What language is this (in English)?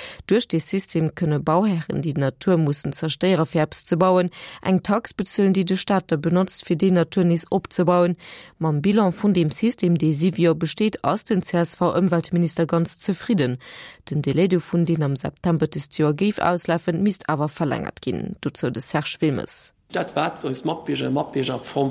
Luxembourgish